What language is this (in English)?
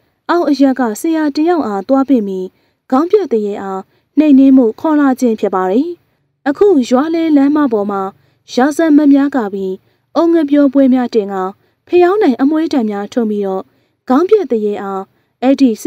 Burmese